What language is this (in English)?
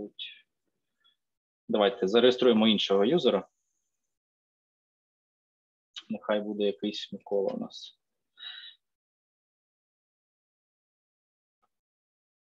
Ukrainian